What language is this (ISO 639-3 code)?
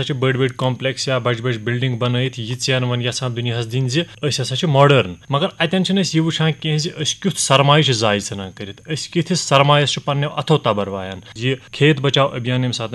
kas